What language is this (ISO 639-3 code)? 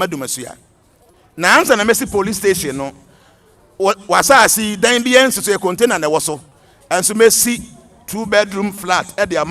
aka